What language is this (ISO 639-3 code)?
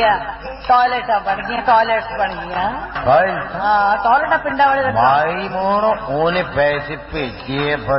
pan